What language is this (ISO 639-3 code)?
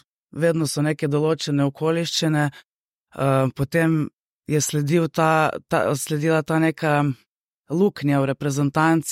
slv